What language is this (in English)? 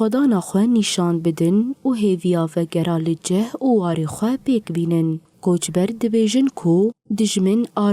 Kurdish